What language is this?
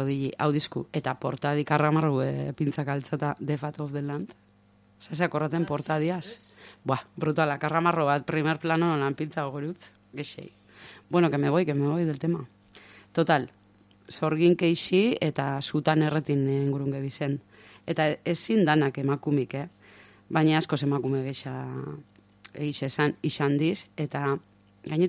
Basque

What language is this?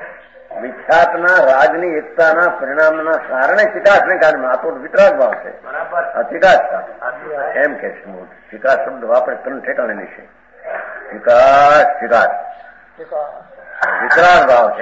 Gujarati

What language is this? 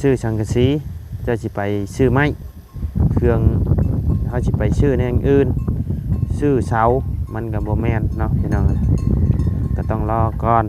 Lao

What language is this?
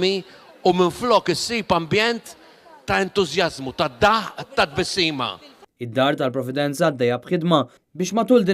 Maltese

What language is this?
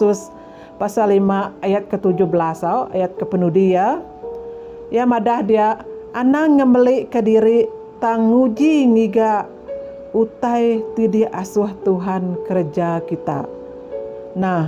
Iban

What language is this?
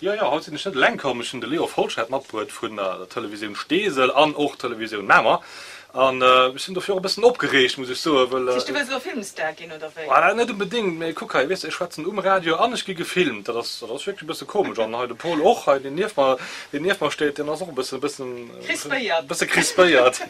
Luxembourgish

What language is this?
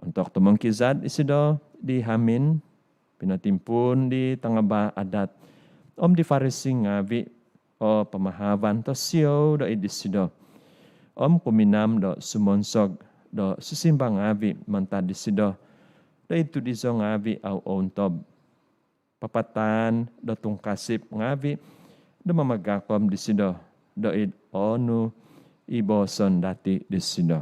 Central Dusun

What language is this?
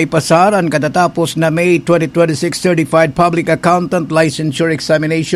Bikol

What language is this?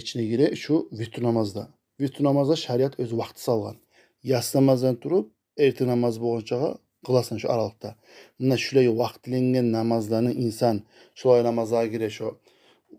Kumyk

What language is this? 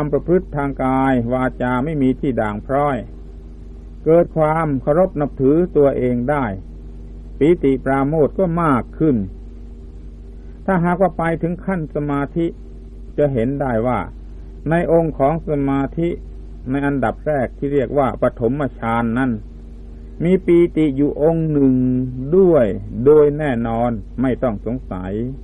Thai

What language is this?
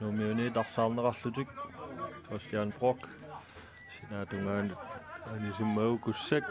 Kalaallisut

